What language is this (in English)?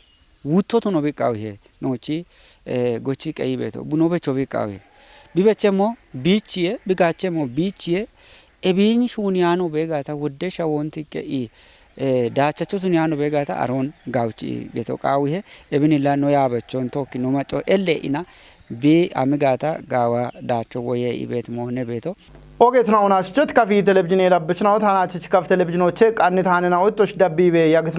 Kafa